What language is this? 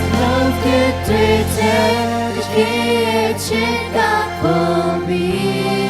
Lahu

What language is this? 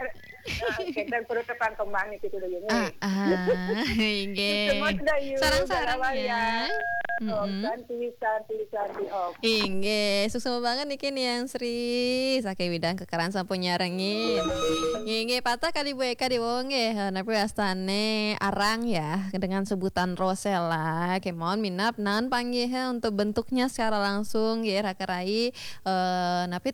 Balinese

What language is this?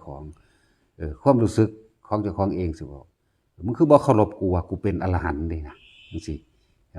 Northeastern Thai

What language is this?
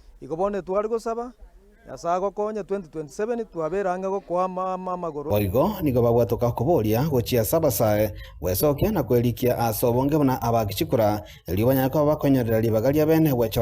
Gusii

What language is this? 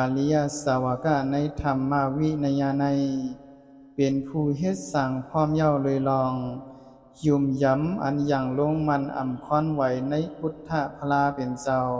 Shan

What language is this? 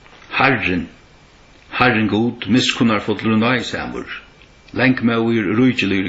Faroese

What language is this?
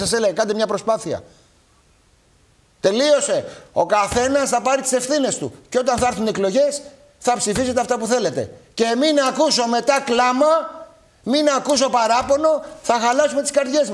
Greek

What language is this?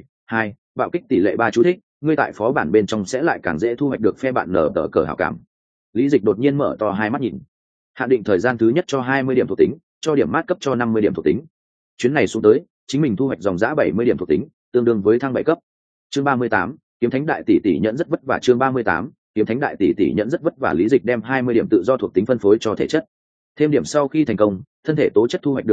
Vietnamese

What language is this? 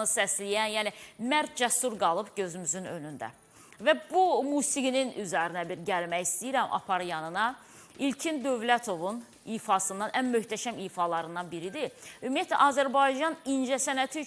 Azerbaijani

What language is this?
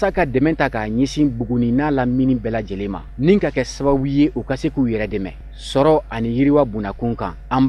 Bambara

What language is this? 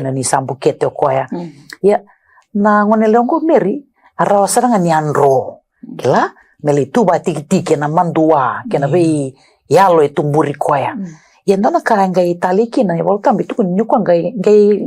Fijian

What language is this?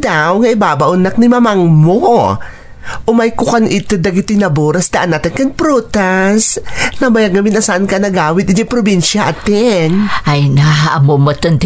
Iloko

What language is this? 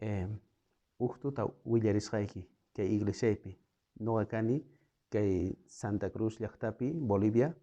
South Bolivian Quechua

